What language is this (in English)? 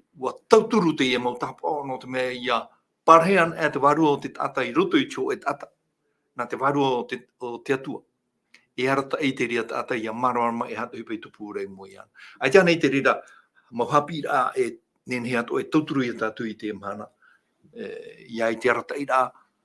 Tahitian